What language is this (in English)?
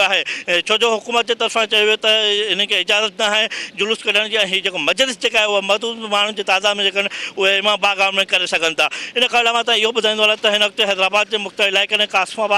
Sindhi